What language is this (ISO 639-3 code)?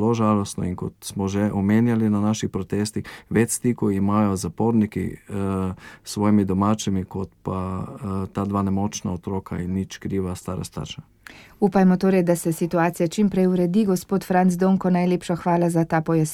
slv